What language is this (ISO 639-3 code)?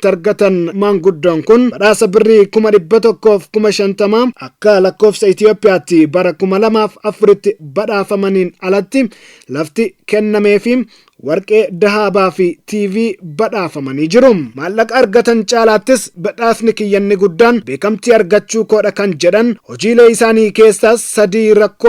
orm